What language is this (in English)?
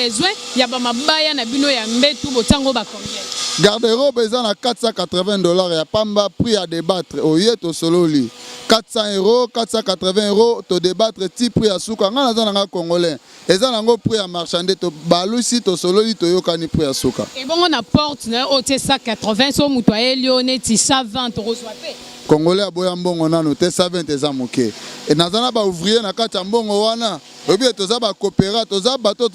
Lingala